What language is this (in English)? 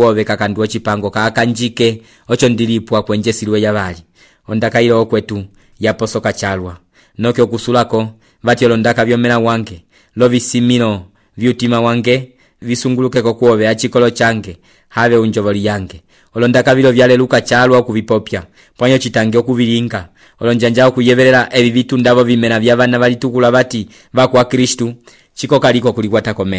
Umbundu